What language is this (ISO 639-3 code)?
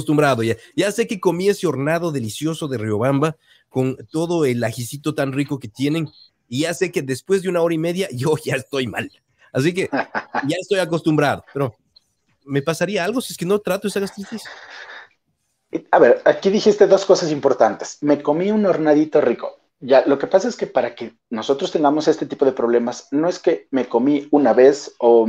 spa